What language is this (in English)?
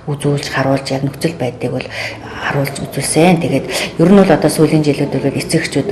Mongolian